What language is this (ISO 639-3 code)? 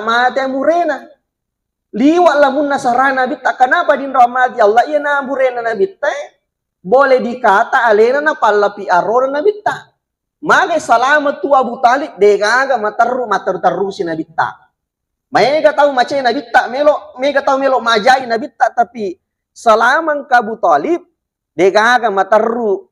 bug